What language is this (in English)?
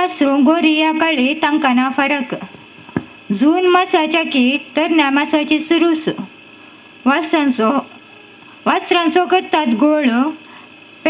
Konkani